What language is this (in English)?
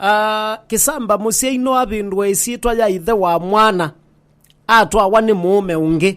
Kamba